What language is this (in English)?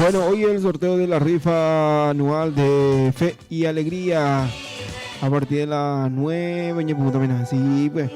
Guarani